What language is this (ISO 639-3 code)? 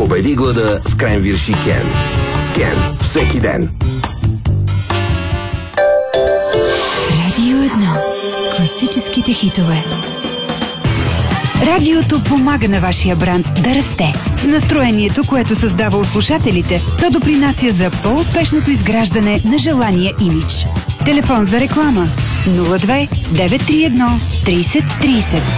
bul